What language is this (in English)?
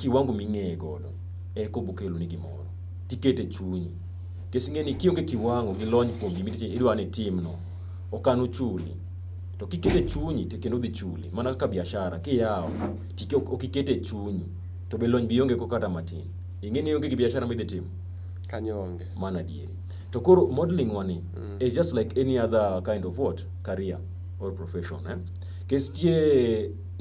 Luo (Kenya and Tanzania)